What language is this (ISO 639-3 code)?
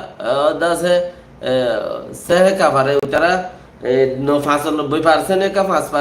rhg